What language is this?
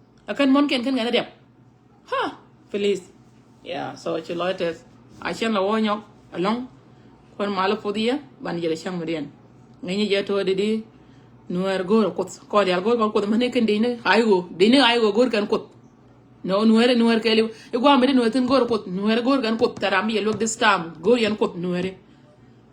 Nuer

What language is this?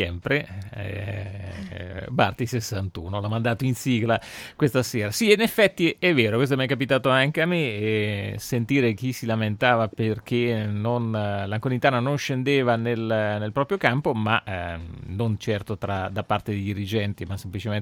Italian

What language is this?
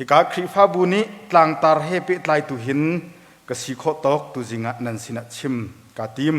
Hakha Chin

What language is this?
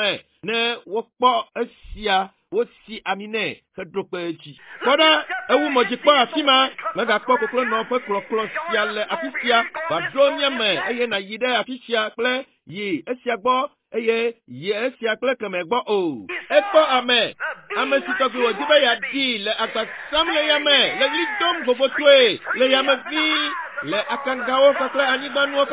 Ewe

